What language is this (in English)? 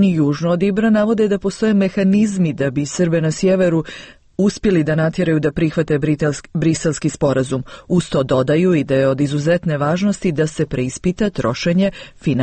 Serbian